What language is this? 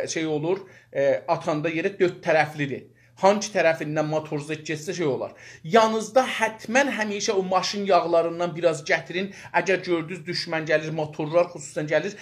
South Azerbaijani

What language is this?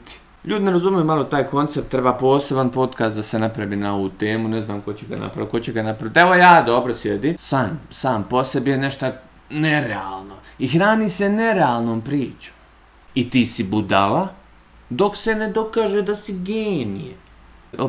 Bosnian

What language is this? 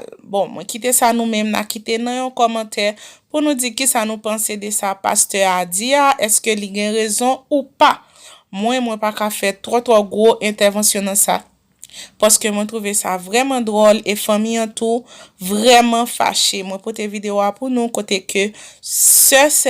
Haitian Creole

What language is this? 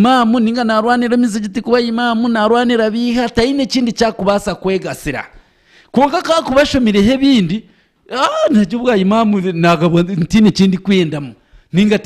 Nyankole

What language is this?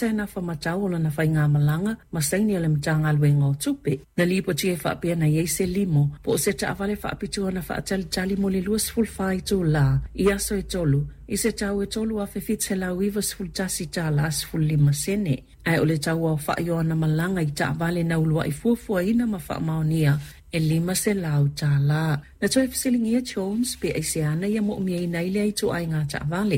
Samoan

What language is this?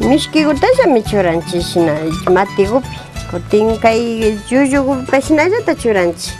Imbabura Highland Quichua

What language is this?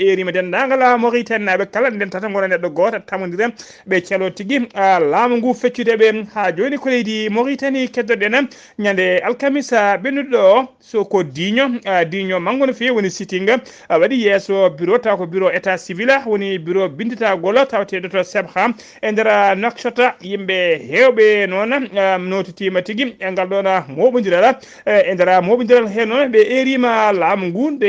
Fula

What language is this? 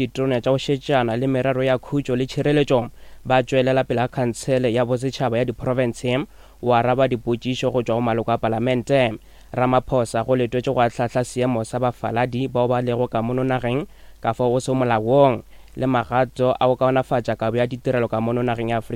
Northern Sotho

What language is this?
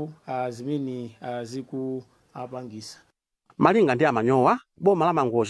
Nyanja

